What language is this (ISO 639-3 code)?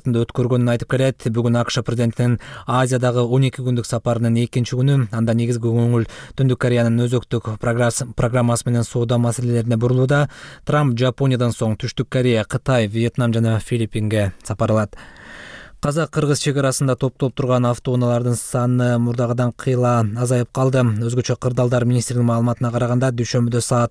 kir